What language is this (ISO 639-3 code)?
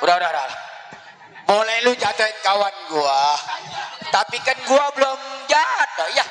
bew